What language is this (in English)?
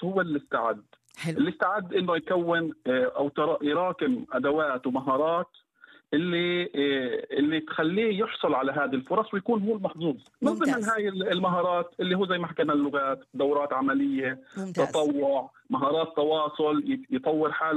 North Levantine Arabic